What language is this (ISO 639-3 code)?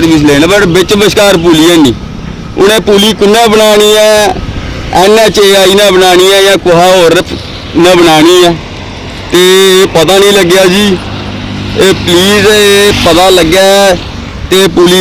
doi